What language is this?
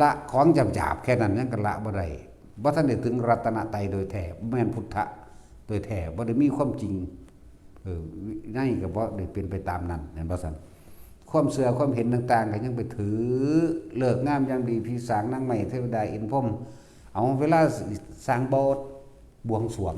Northeastern Thai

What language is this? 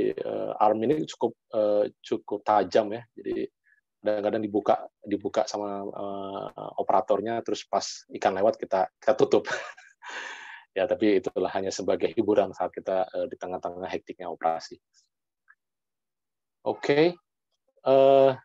Indonesian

